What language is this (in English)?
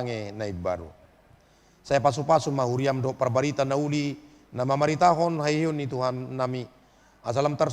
Batak Toba